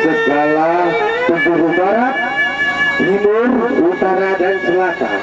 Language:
Sasak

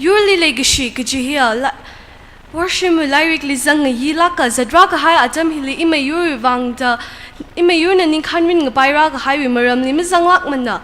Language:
Tangkhul Naga (India)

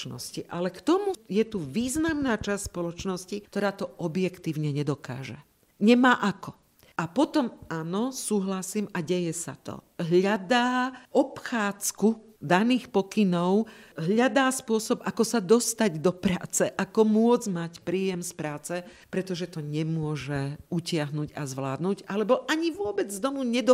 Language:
Slovak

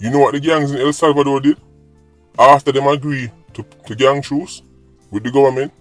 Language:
Jamaican Creole English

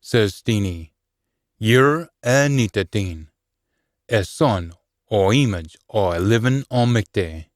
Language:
Scots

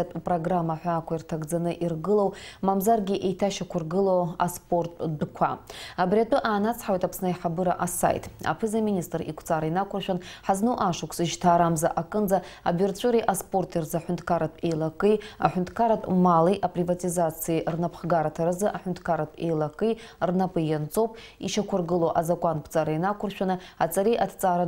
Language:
Abkhazian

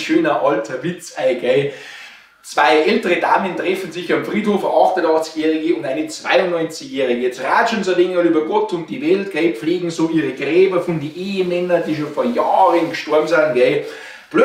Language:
Bavarian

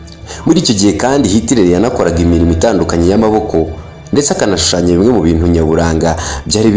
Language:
Kinyarwanda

